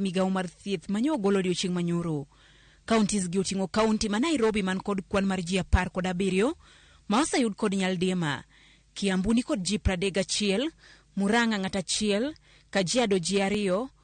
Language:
Luo (Kenya and Tanzania)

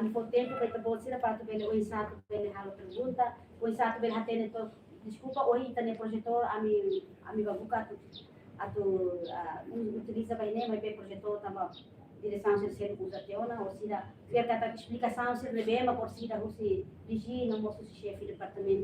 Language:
Tetum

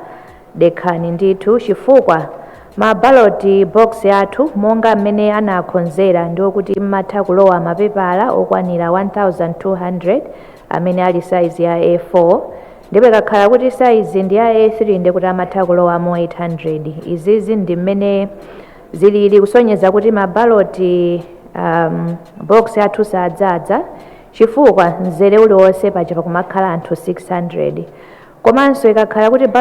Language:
Nyanja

